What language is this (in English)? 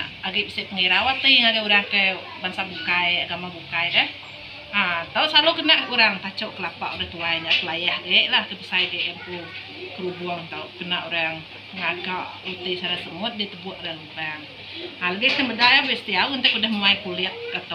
Iban